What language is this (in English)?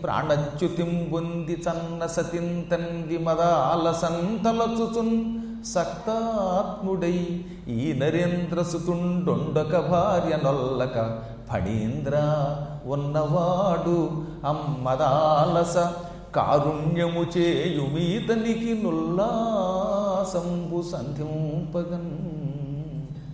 Telugu